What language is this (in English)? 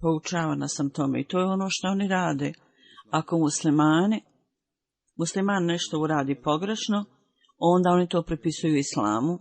Bosnian